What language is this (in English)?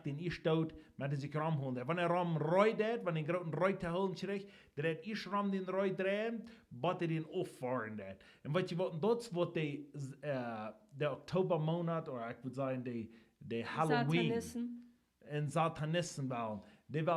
Plautdietsch